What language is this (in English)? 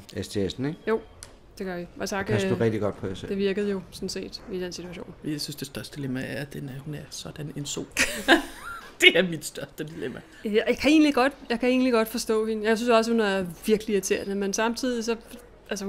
Danish